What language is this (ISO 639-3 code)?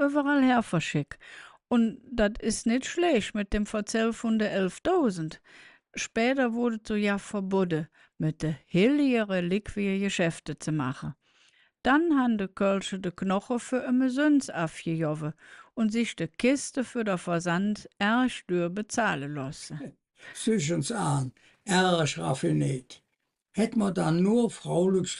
ksh